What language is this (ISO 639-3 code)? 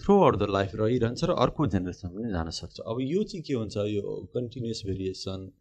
nep